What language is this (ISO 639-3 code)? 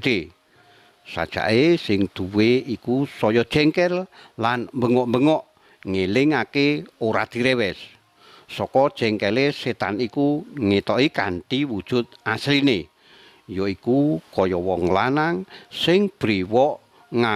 jav